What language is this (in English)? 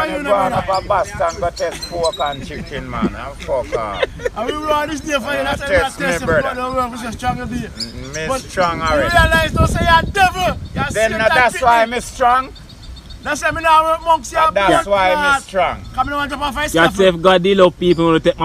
Jamaican Creole English